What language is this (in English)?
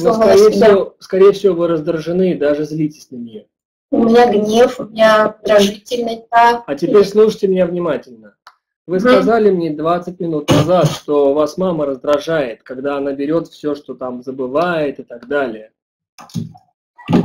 Russian